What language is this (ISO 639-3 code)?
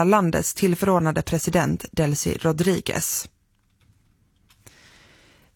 swe